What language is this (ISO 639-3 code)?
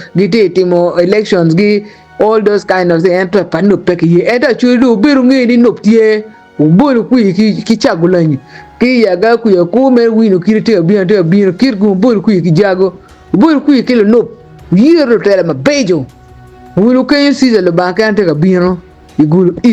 ach